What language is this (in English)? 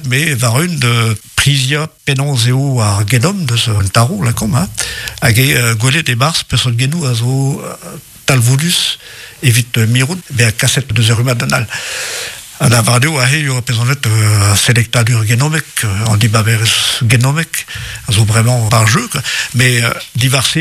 Breton